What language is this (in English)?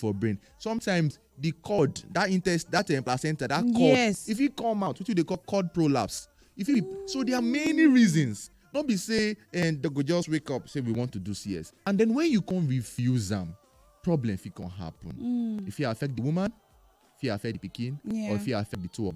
Nigerian Pidgin